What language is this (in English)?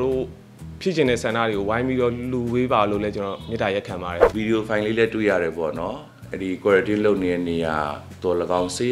Burmese